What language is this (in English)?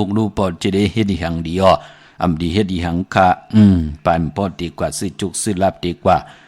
Shan